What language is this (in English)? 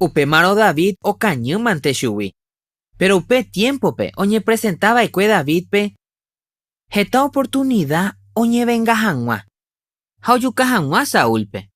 Guarani